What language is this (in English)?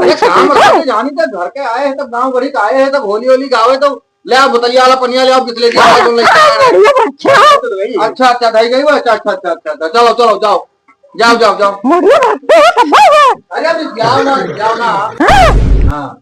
Awadhi